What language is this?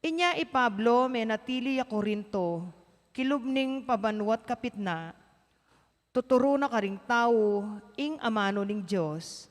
Pampanga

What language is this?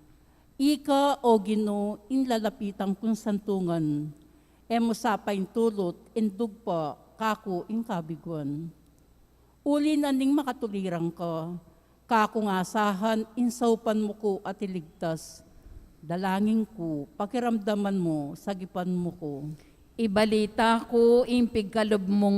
Pampanga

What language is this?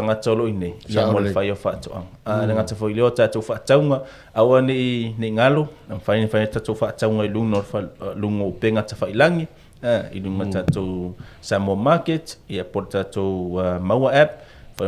Samoan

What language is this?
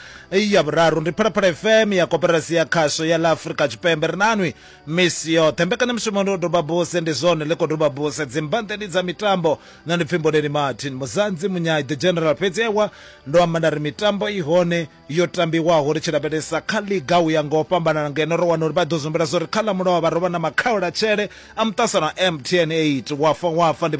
Venda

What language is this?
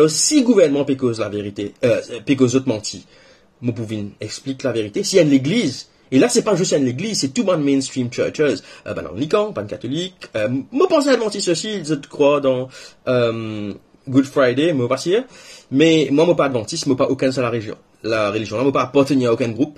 Morisyen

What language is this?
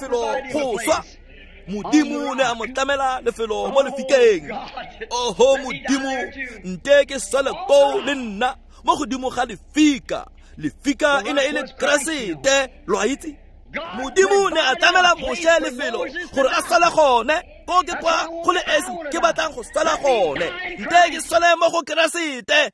Tswana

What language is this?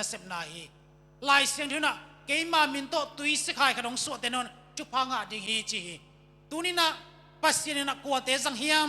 Tedim Chin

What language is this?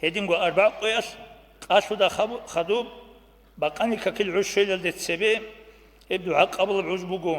Avaric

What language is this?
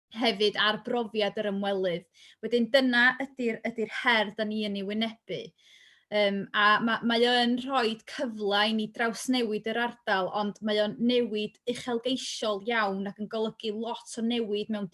Welsh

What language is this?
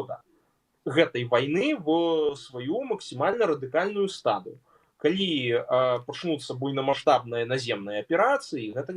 Belarusian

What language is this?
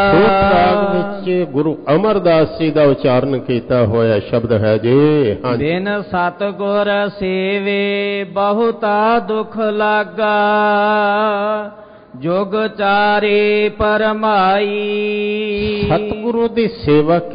Punjabi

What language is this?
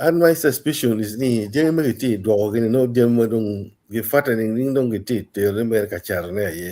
Acoli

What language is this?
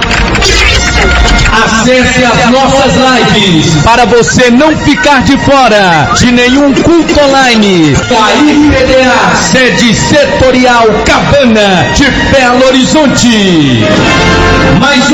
Portuguese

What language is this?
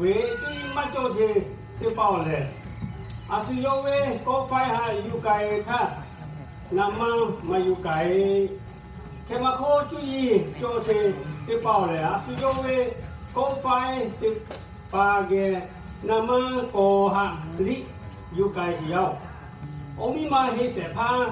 Lahu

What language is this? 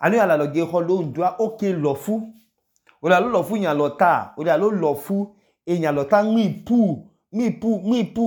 Idoma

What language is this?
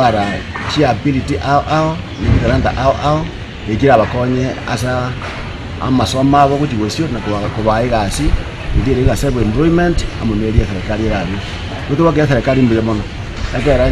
Gusii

